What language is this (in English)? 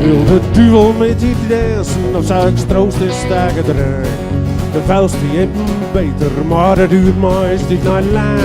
Western Frisian